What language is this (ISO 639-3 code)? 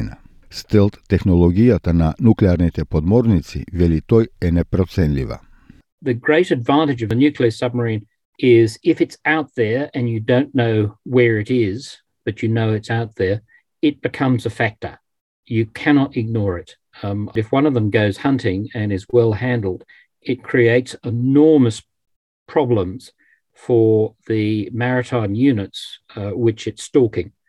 mkd